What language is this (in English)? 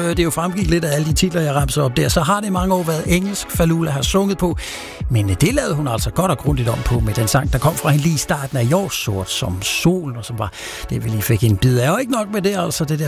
Danish